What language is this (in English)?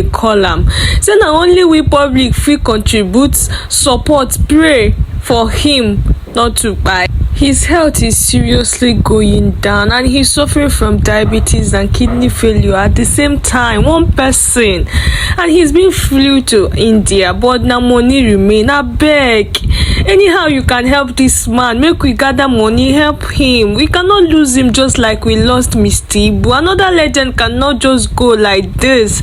Nigerian Pidgin